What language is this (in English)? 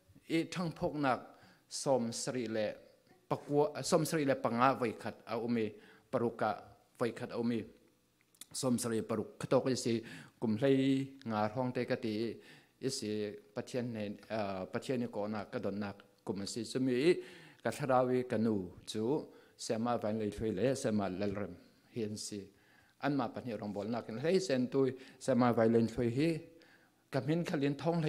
Falam Chin